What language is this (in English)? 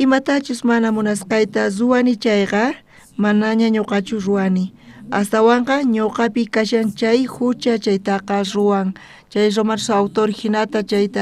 South Bolivian Quechua